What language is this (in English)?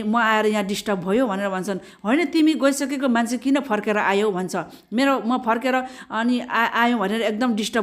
Nepali